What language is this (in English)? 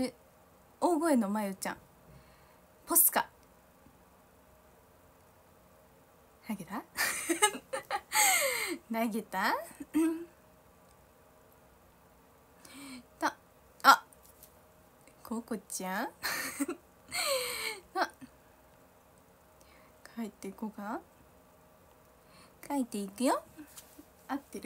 Japanese